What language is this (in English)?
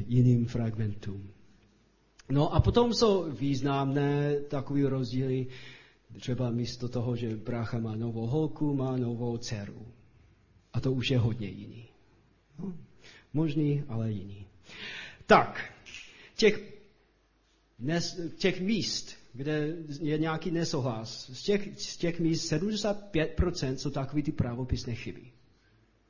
Czech